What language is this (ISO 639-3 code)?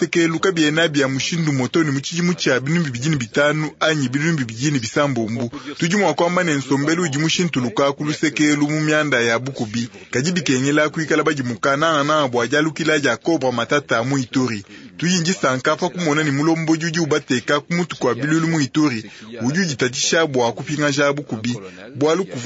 lua